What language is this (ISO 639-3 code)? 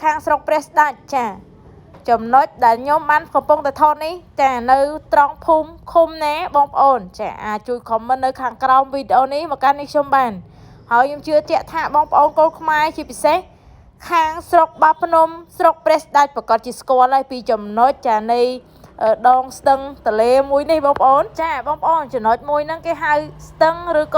khm